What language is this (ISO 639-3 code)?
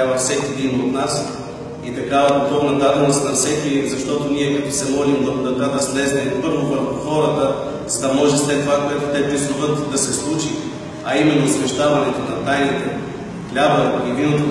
bul